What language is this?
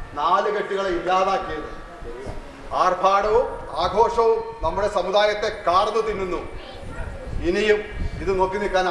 Malayalam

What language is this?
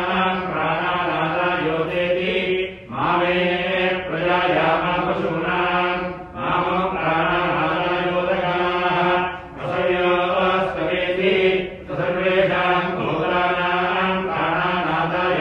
Sanskrit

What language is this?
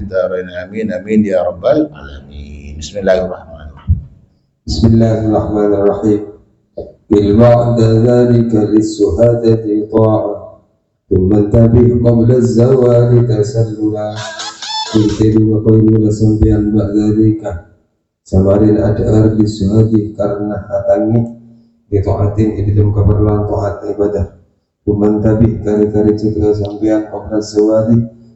Madurese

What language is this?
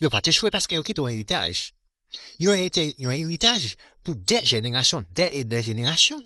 Haitian Creole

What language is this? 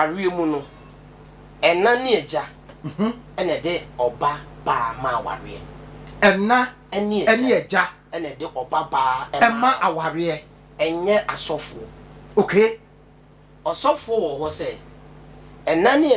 Akan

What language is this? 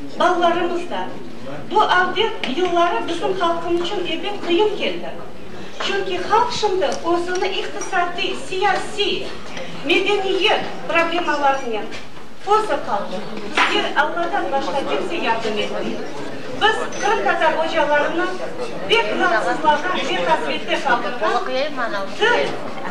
Crimean Tatar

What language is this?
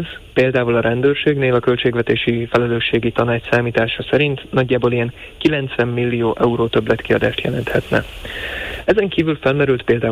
Hungarian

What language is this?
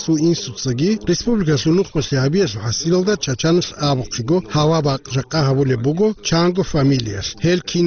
Avaric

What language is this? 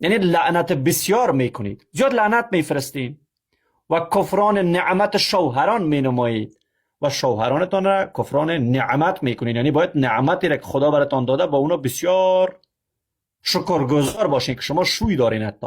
Persian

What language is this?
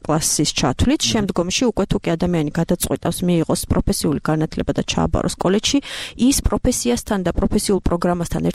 Georgian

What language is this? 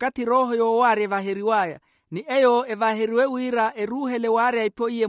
Makhuwa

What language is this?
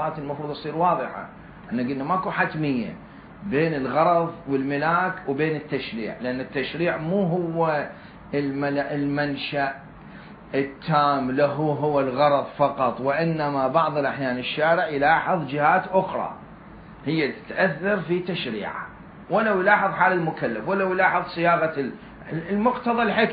Mesopotamian Arabic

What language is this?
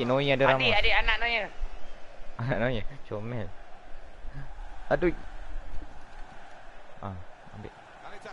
Malay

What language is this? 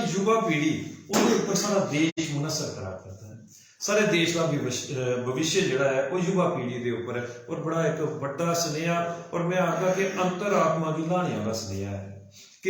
Dogri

